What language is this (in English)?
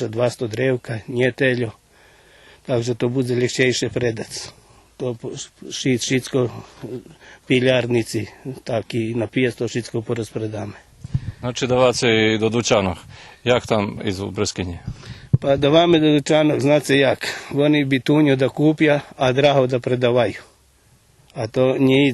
Rusyn